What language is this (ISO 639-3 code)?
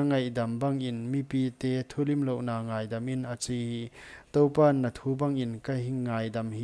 pck